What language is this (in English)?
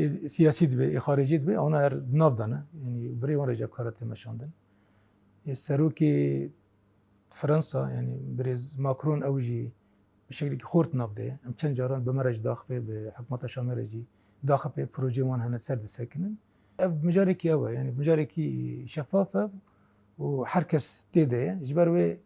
Kurdish